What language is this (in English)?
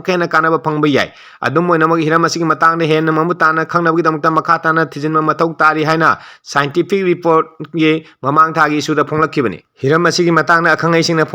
Manipuri